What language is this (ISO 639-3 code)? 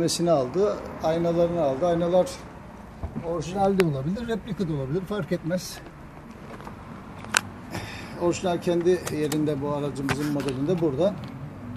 tur